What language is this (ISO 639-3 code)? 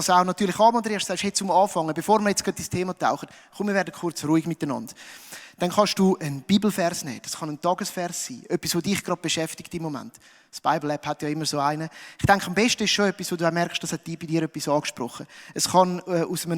gsw